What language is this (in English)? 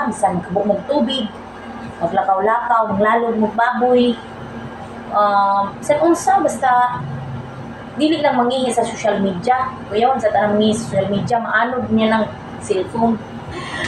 Cebuano